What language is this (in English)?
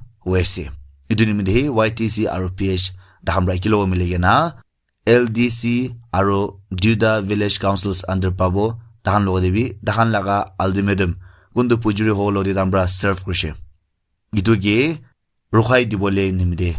Naga Pidgin